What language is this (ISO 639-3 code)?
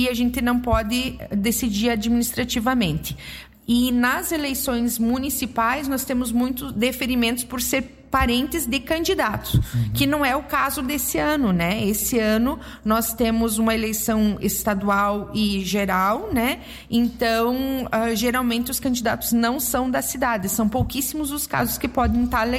por